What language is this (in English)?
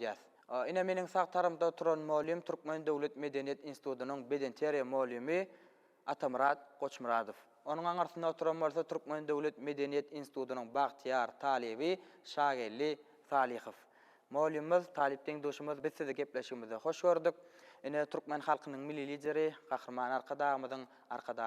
Turkmen